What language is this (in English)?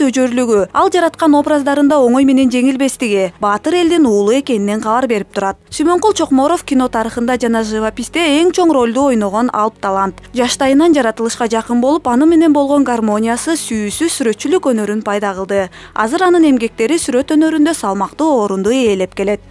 Kyrgyz